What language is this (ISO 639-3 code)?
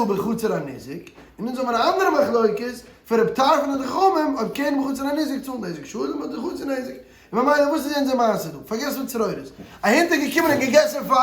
yid